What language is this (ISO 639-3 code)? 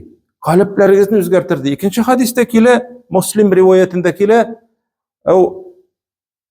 tat